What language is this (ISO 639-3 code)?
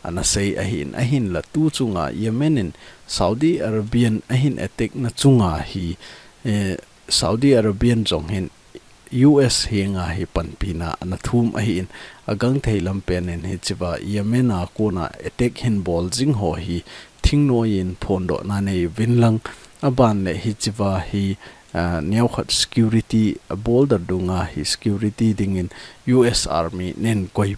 tcz